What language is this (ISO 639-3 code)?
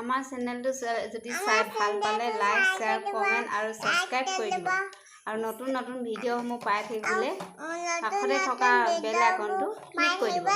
asm